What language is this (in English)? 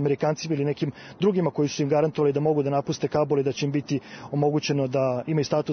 Serbian